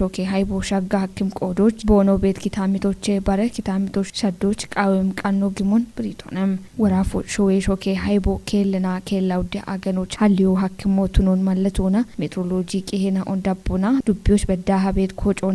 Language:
Kafa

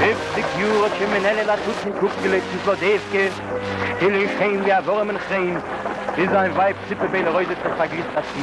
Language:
Yiddish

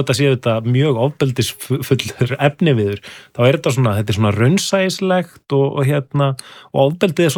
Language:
Icelandic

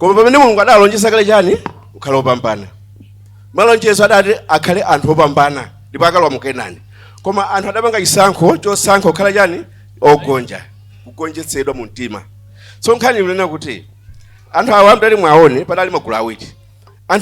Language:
Nyanja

